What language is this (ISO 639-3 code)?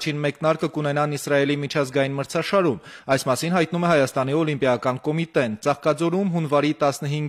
hye